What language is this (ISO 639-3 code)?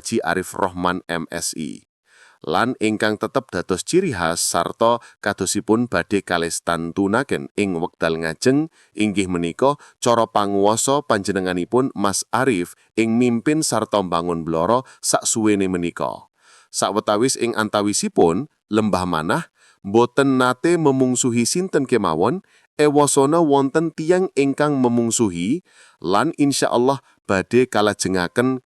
jav